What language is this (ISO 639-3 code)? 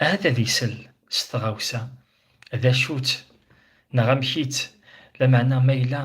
kab